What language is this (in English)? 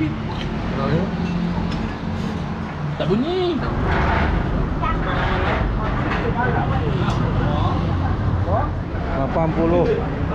Malay